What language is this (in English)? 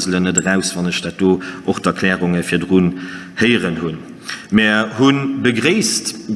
Luxembourgish